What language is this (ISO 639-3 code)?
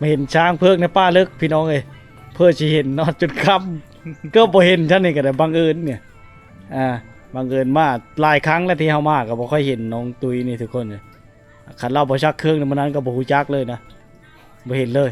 lao